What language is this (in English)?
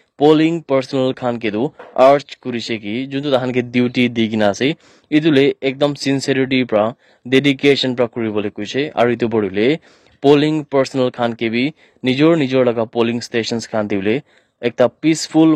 Naga Pidgin